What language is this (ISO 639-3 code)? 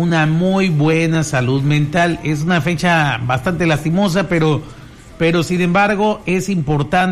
spa